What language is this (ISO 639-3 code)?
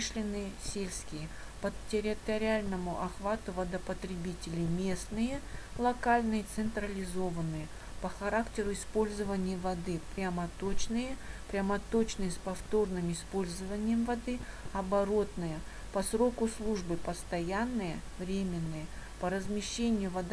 rus